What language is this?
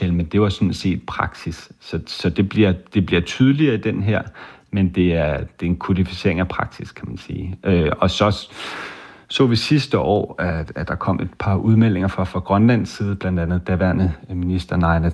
Danish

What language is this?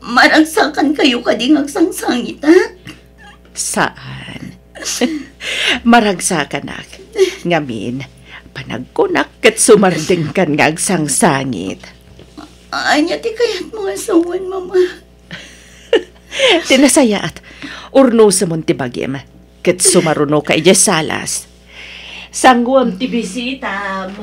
Iloko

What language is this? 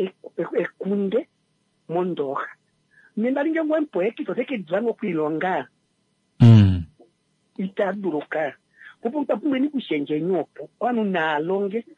Kuanyama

